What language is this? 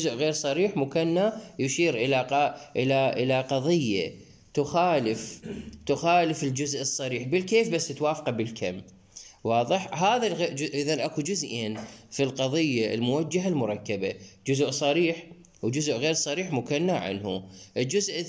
Mesopotamian Arabic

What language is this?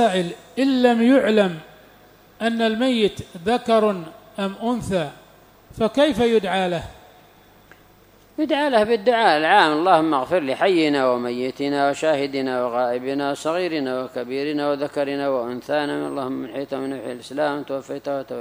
Arabic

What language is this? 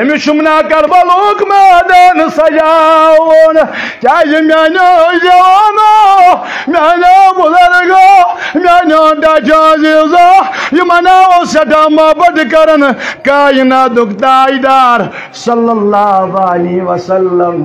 Kashmiri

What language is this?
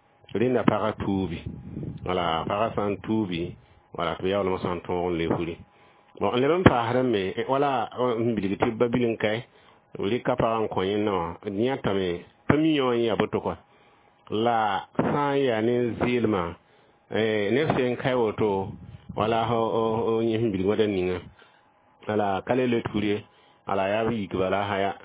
Mossi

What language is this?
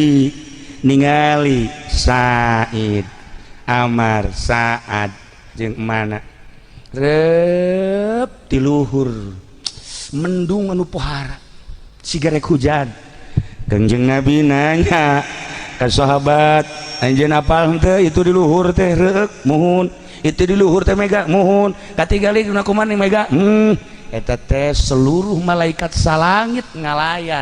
Sundanese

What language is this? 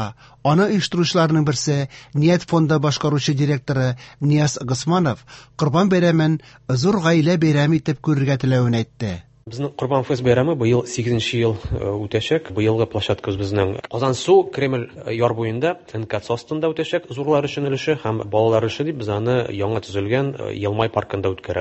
Tatar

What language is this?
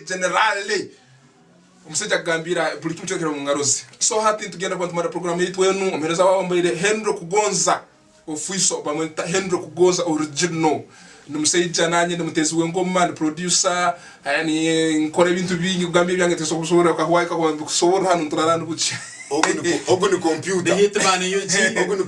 Tooro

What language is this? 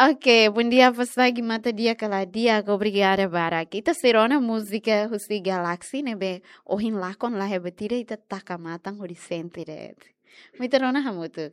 Tetum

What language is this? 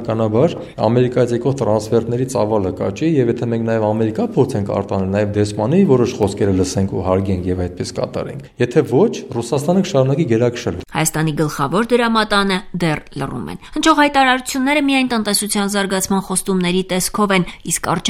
Armenian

